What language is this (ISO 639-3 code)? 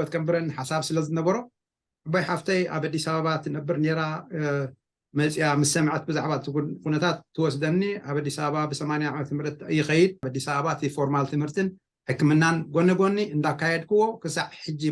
tir